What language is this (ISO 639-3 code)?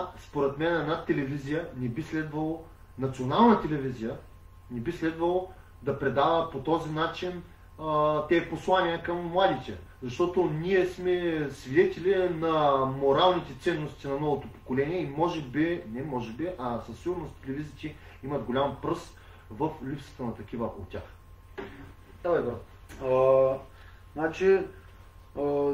bul